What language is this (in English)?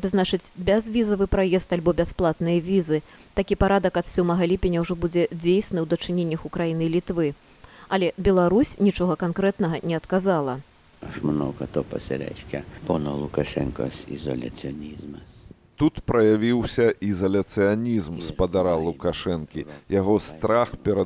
Belarusian